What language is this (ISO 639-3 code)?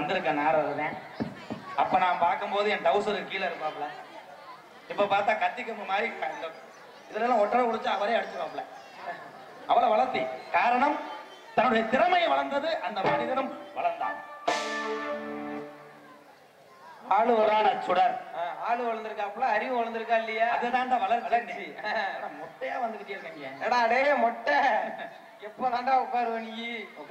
tam